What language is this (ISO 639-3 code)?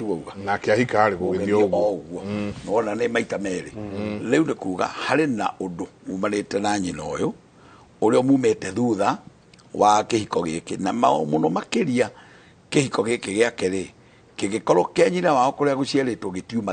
kik